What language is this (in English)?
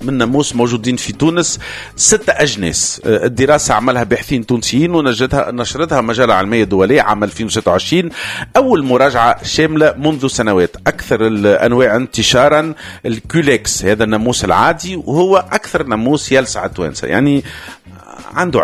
Tunisian Arabic